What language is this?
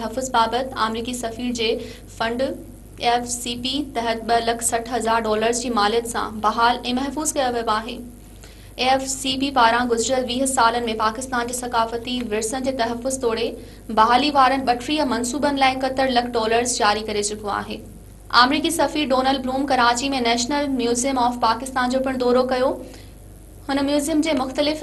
Sindhi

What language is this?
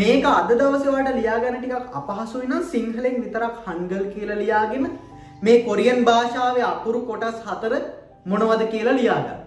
Sinhala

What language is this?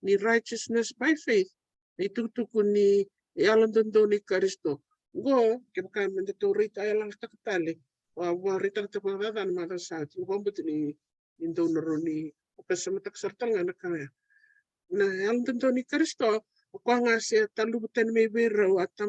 Fijian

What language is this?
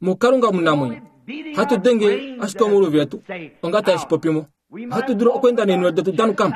Kuanyama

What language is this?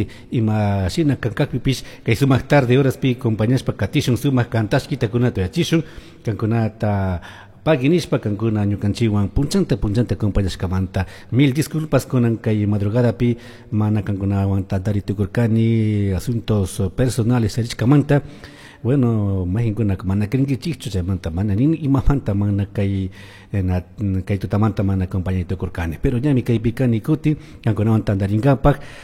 Chimborazo Highland Quichua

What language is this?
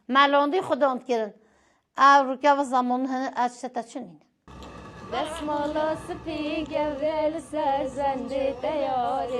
Kurdish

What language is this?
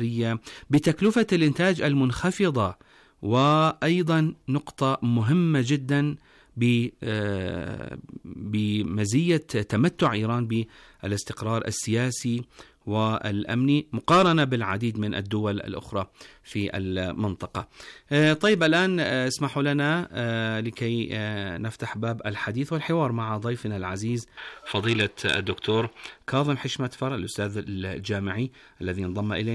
Arabic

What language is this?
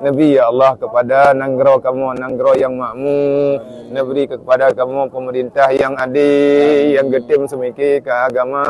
Achinese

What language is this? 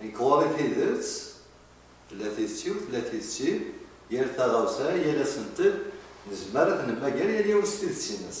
Kabyle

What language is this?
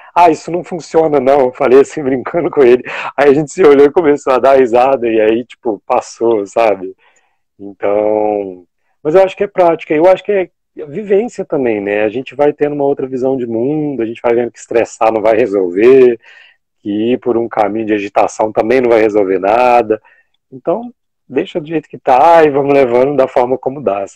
Portuguese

